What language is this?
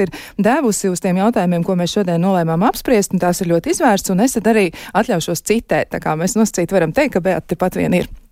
Latvian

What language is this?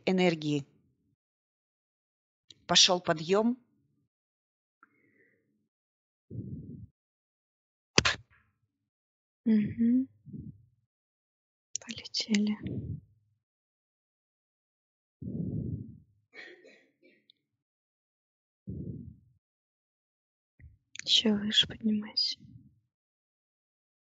Russian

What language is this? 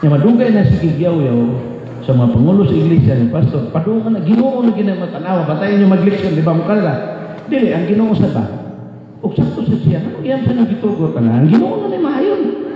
Cebuano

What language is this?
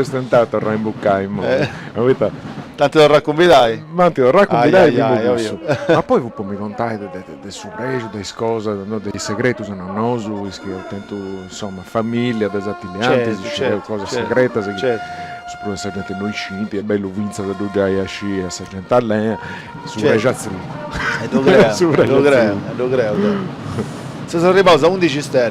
Sardinian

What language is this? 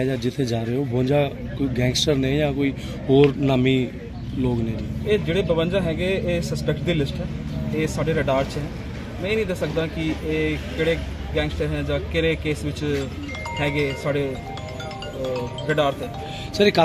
Punjabi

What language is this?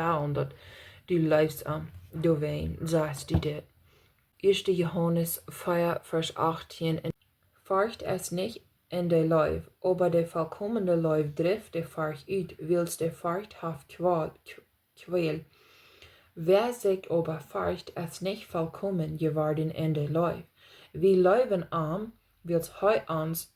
Plautdietsch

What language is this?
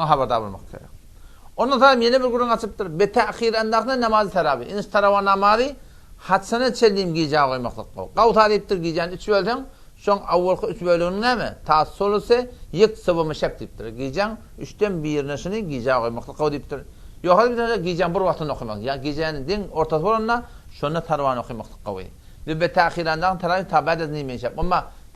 Turkmen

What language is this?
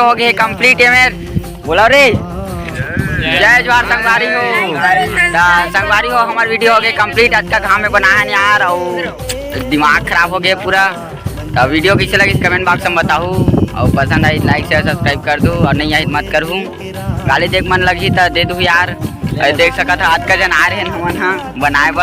Chhattisgarhi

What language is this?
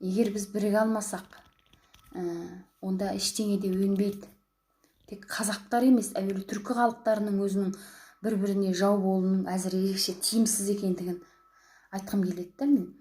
Kazakh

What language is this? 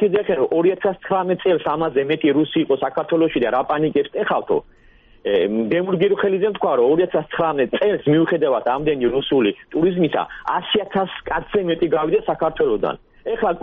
Georgian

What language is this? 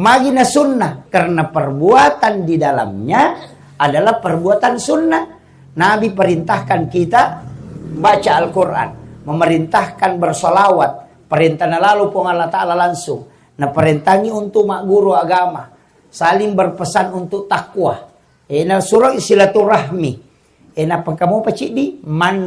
Buginese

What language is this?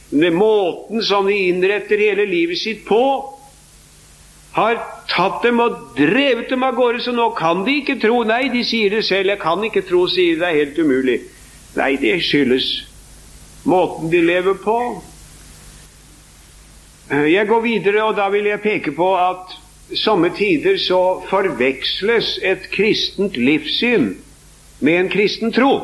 Norwegian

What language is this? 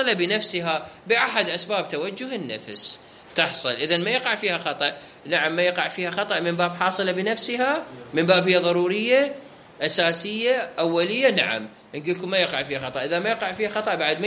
Mesopotamian Arabic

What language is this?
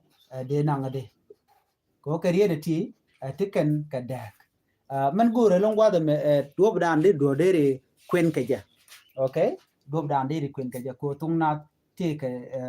Nuer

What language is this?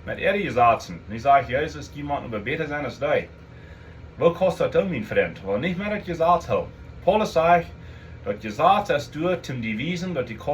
Plautdietsch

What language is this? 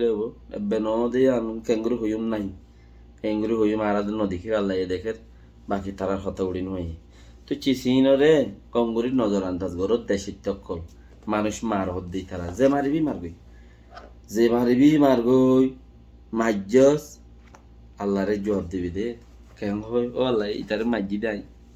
Rohingya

